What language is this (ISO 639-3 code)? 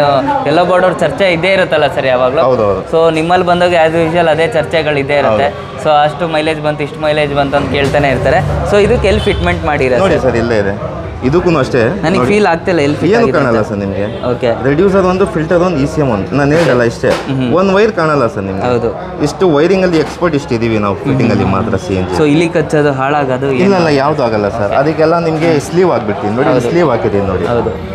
kan